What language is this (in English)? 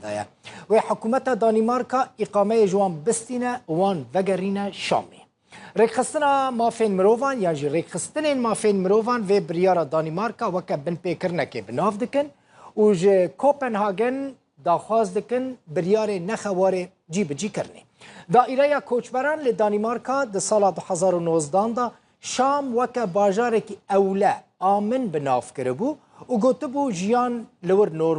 Kurdish